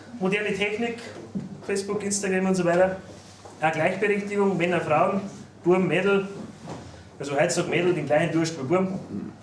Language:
Bavarian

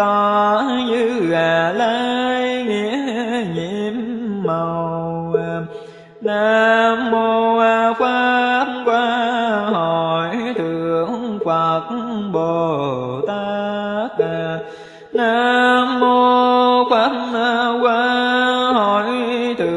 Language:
Vietnamese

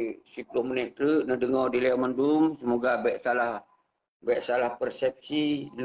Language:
Achinese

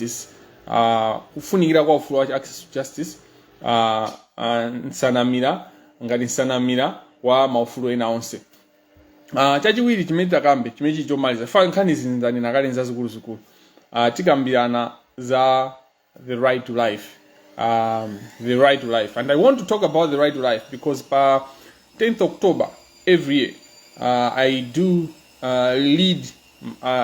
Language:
Nyanja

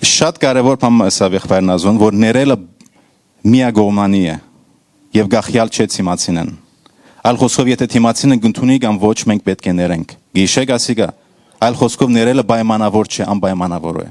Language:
Western Armenian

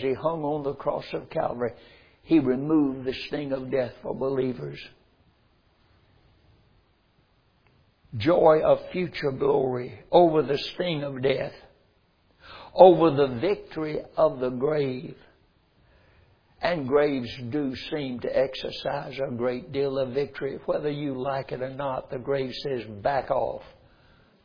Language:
English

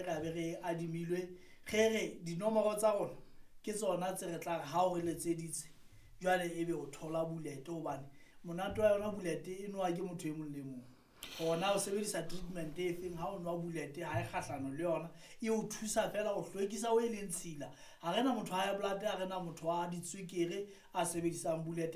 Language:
Southern Sotho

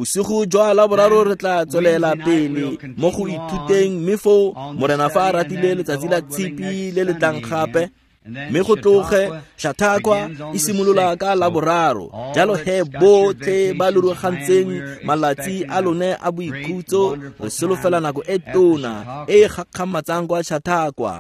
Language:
Tswana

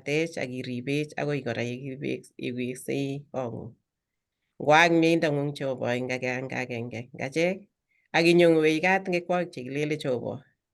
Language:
Kalenjin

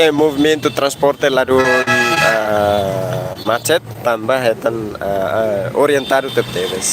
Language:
Tetum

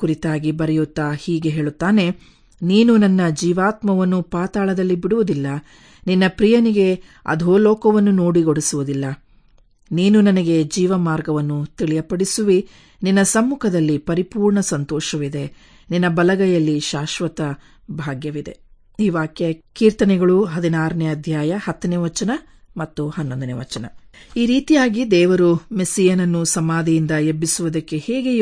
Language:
Kannada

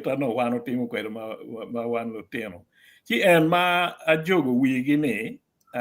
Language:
Acoli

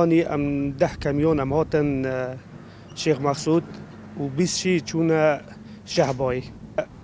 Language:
Kurdish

